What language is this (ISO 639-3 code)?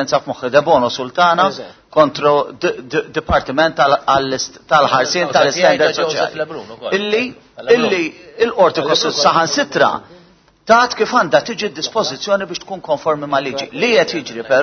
mlt